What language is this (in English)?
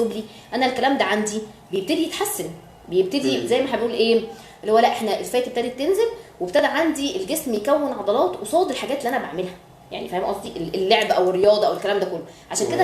Egyptian Arabic